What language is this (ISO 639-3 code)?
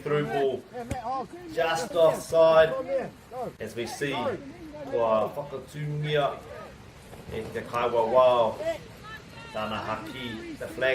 mri